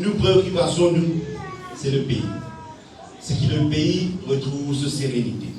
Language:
Morisyen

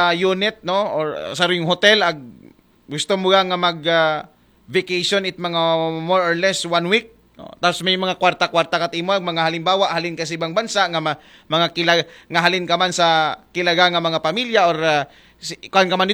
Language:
Aklanon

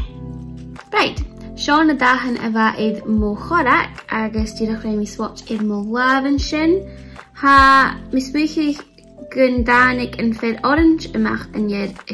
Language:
Scottish Gaelic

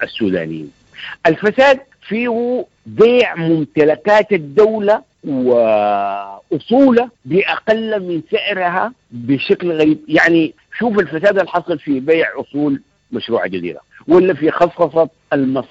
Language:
Sudanese Arabic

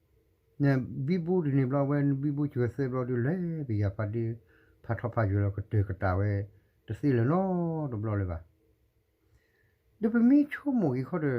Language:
S'gaw Karen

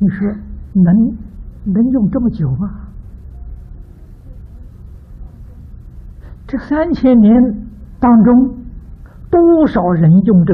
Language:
Chinese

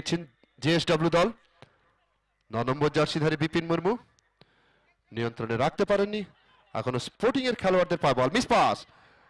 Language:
Bangla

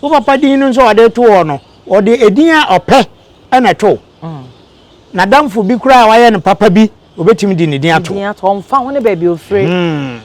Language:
Akan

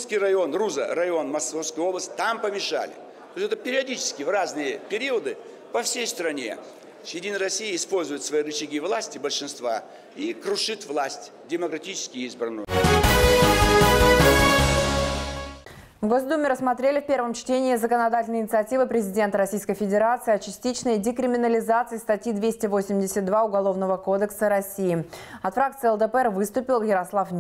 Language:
Russian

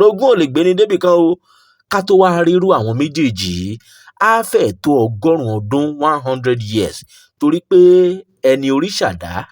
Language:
Yoruba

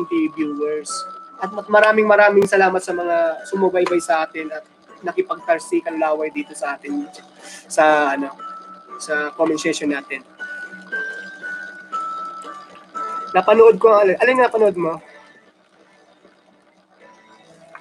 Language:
Filipino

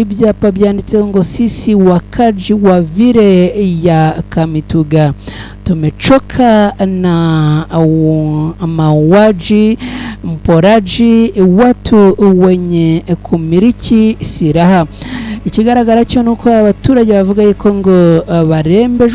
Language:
Kinyarwanda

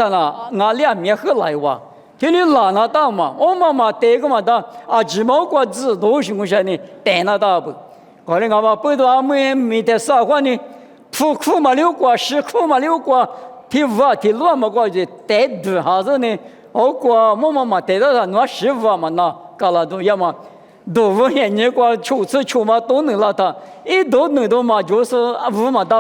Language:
Lisu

